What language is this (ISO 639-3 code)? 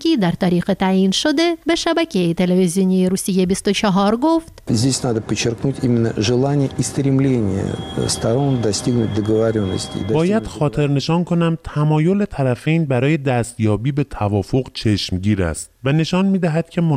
fas